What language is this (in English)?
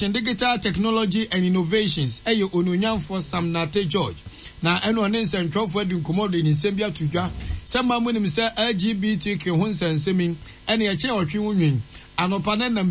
Akan